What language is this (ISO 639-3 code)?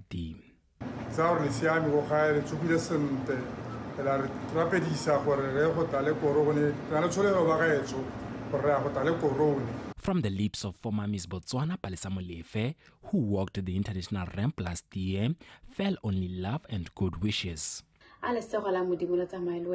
tsn